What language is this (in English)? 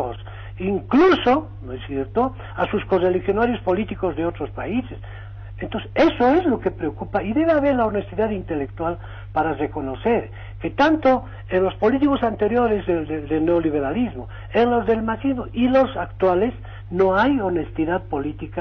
Spanish